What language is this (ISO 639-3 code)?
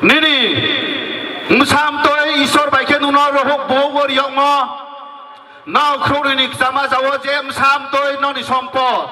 ria